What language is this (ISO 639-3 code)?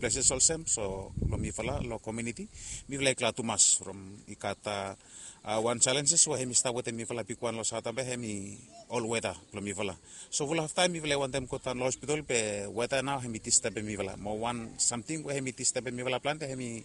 bis